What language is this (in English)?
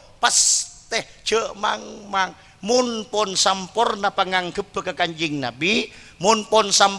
Madurese